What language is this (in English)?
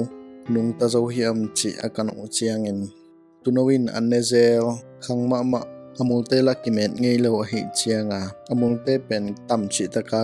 Tedim Chin